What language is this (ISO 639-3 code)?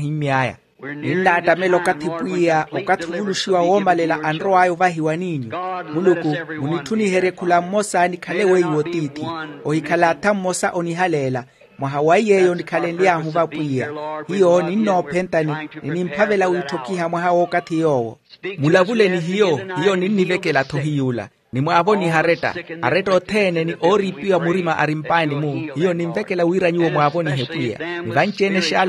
vmw